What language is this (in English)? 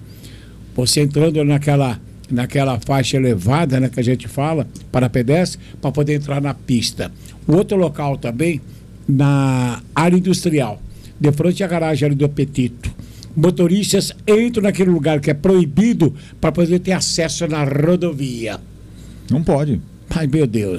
Portuguese